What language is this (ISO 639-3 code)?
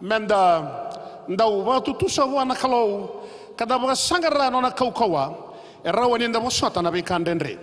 fij